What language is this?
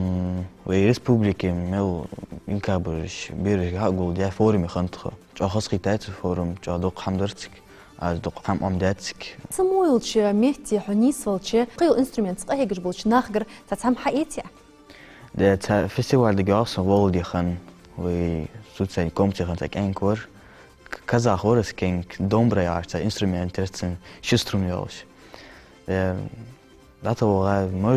Ingush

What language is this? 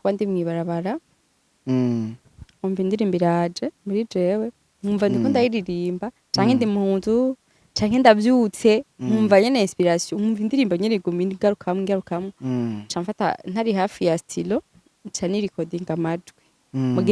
Rundi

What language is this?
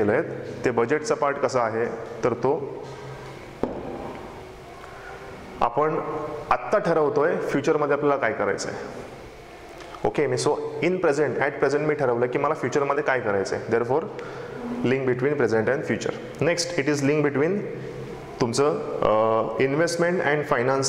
Marathi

